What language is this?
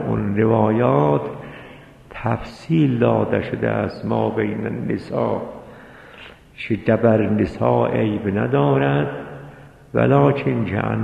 Persian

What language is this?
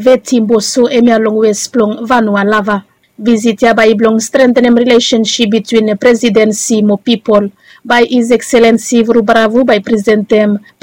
Bislama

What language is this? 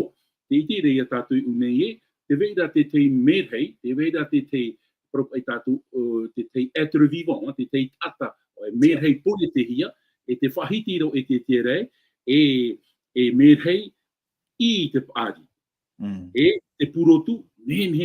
Tahitian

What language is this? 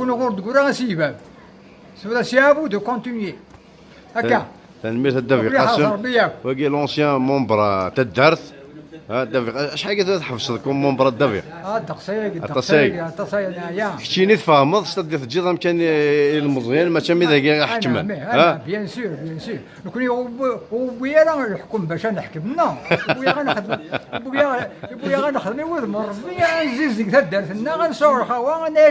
Kabyle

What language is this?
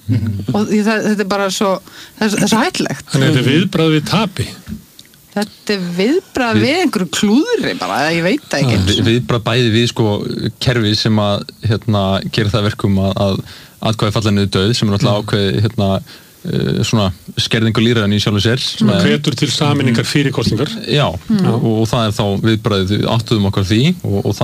Icelandic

